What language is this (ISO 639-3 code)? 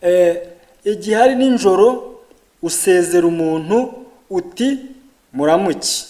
kin